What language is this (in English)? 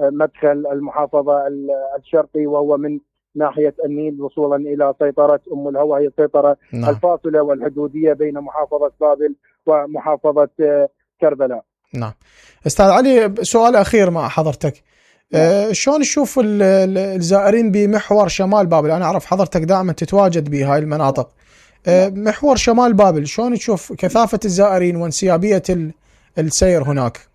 Mesopotamian Arabic